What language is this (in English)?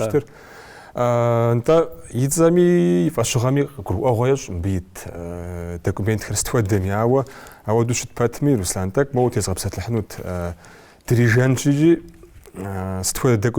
Kabardian